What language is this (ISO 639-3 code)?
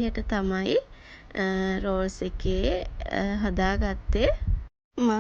sin